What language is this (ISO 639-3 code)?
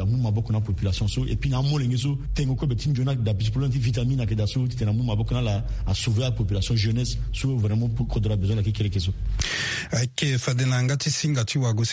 sag